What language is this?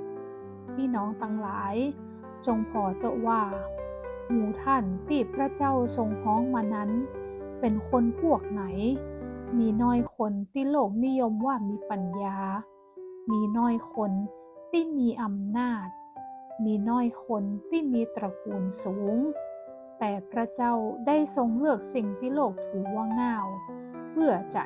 Northern Thai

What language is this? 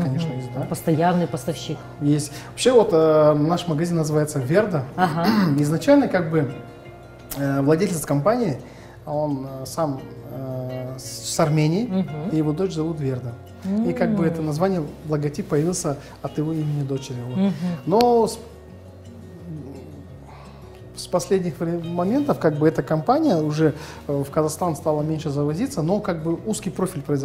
Russian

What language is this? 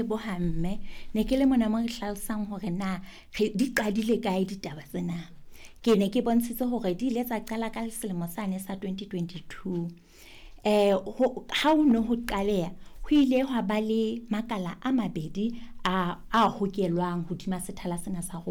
Southern Sotho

